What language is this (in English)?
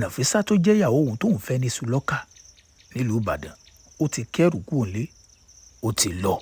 Yoruba